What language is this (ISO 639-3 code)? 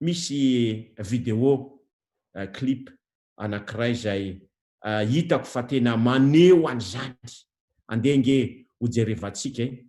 mlg